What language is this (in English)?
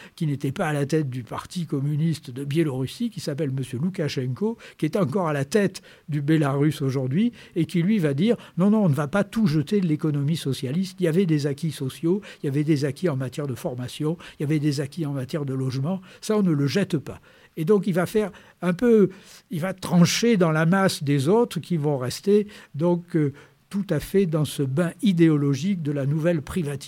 French